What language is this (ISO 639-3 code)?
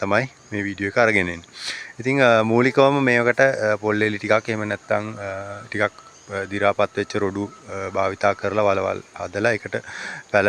sin